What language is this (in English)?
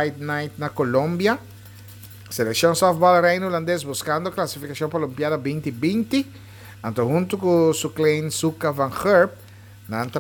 Papiamento